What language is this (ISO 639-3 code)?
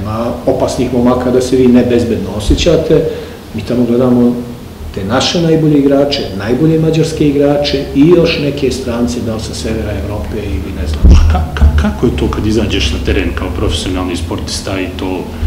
srp